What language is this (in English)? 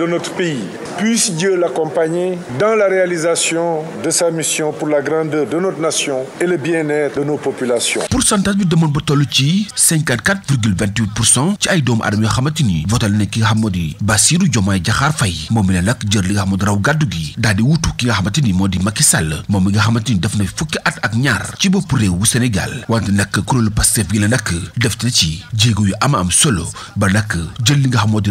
Wolof